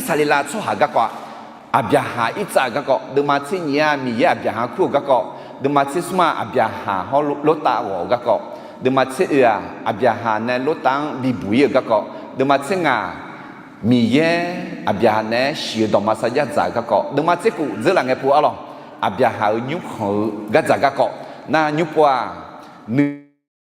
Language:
Akha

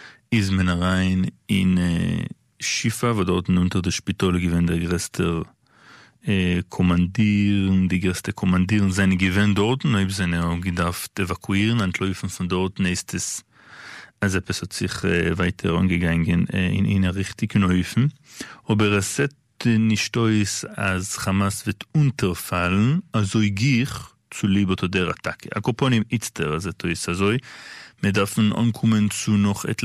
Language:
Yiddish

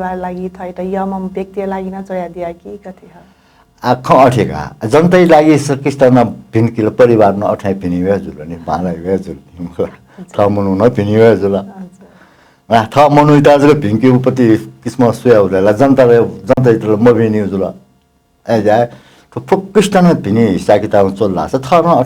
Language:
Newari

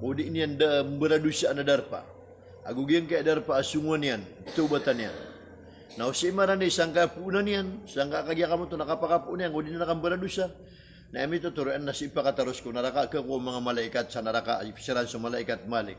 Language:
Maranao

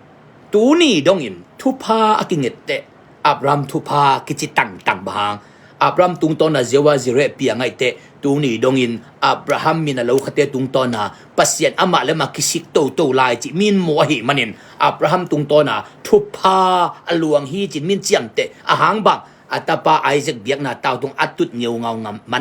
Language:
Tedim Chin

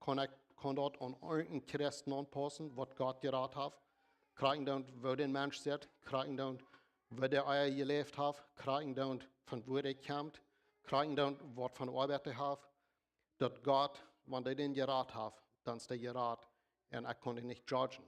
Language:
Plautdietsch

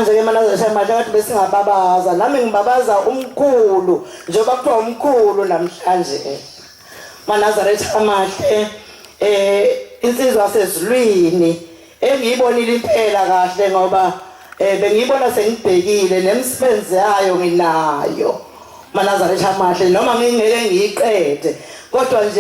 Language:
Zulu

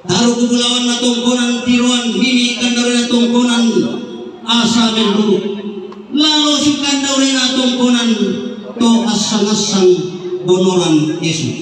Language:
Toraja-Sa'dan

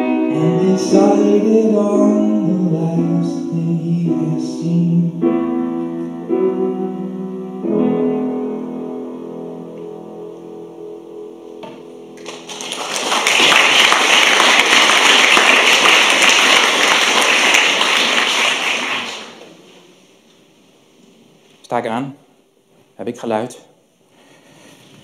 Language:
Dutch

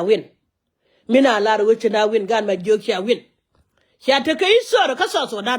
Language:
Nuer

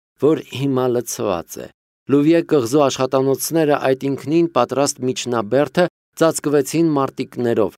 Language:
Armenian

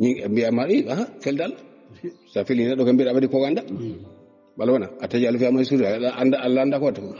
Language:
Fula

